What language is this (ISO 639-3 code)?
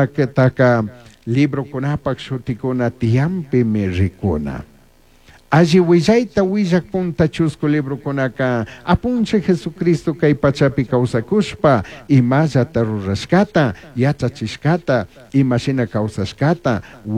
qug